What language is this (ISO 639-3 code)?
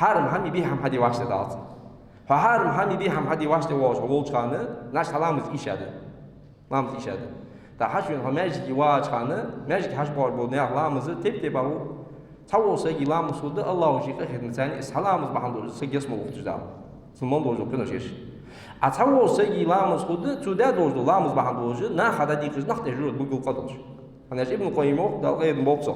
inh